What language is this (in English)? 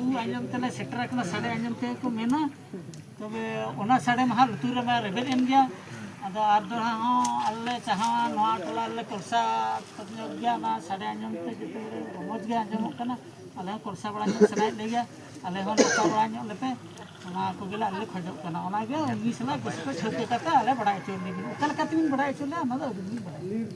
Santali